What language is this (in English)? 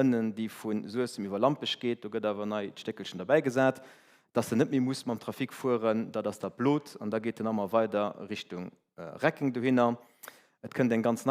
Luxembourgish